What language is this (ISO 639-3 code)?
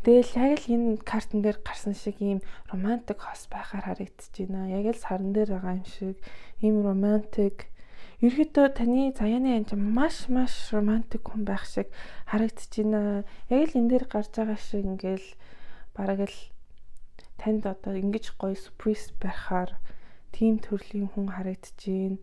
mon